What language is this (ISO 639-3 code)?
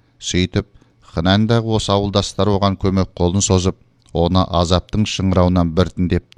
kaz